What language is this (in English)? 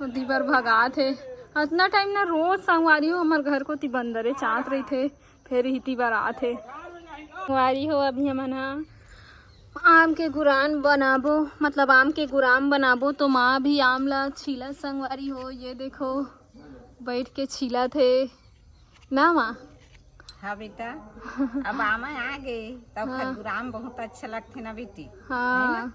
Chhattisgarhi